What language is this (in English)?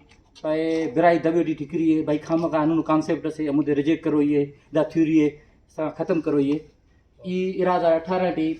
Brahui